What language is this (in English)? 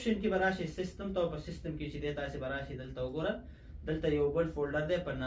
Pashto